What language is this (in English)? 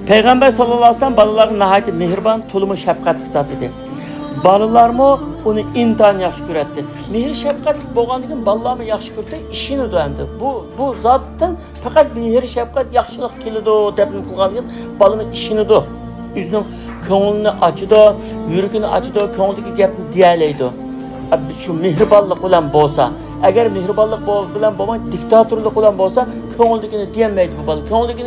Uyghur